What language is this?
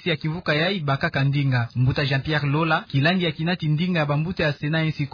Kituba (Democratic Republic of Congo)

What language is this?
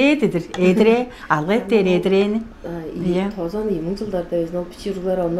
Tuvinian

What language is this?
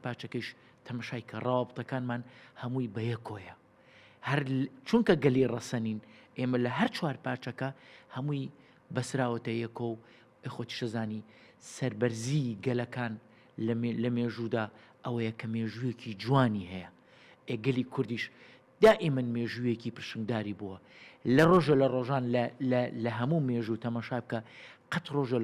Central Kurdish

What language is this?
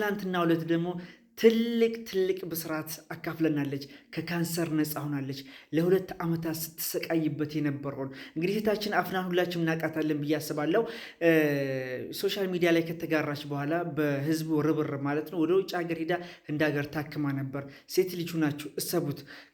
Amharic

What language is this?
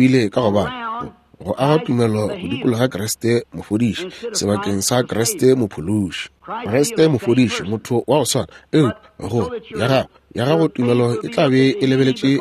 Northern Sotho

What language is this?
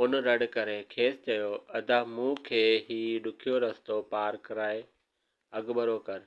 Sindhi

